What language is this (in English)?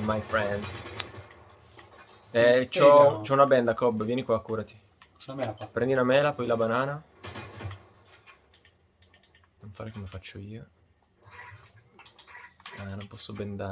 Italian